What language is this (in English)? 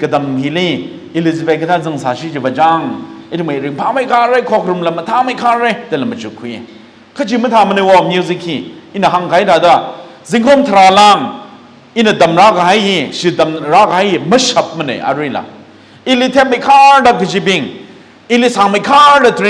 Tangkhul Naga (India)